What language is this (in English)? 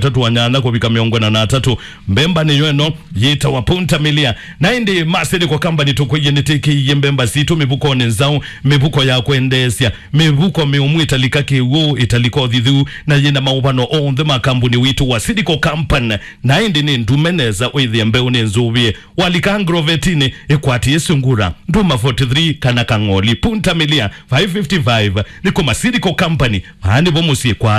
Kamba